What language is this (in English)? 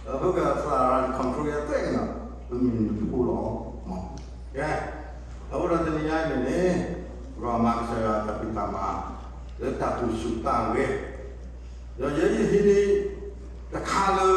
S'gaw Karen